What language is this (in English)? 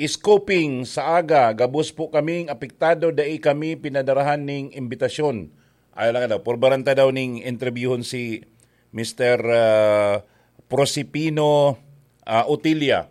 Bikol